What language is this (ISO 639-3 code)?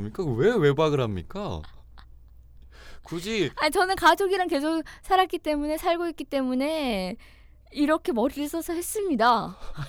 kor